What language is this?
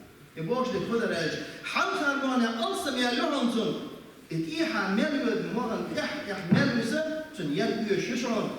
Chechen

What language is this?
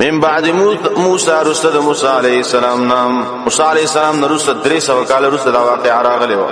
Pashto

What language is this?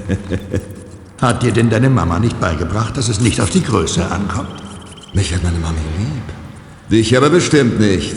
Bavarian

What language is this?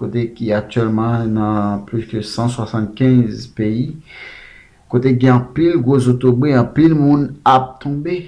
Haitian Creole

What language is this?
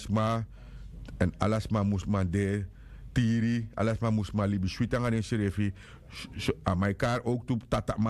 Sranan Tongo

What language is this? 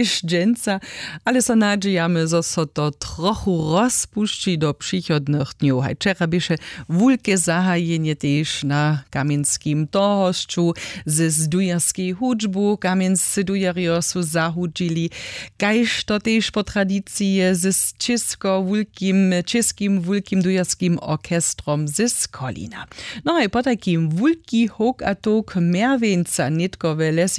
Upper Sorbian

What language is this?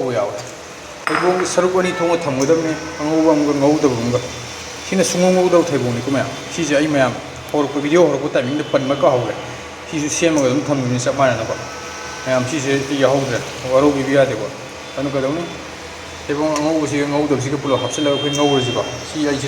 Manipuri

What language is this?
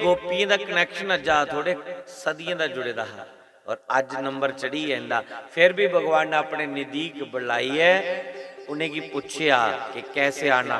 Dogri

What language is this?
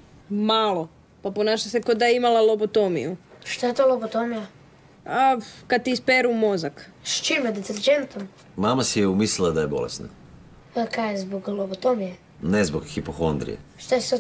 Croatian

